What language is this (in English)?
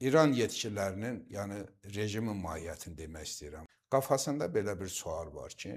Azerbaijani